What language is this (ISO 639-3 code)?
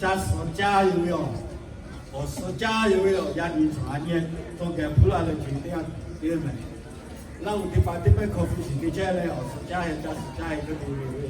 lhu